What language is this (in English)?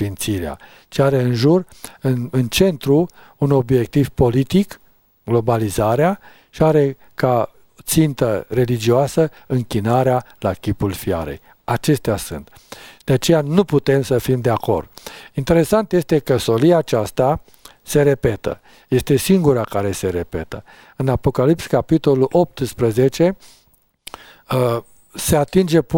Romanian